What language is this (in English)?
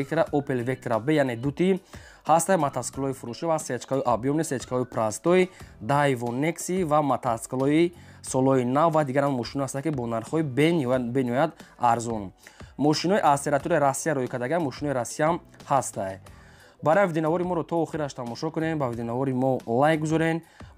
Tajik